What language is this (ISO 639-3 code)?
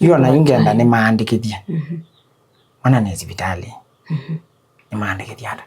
kam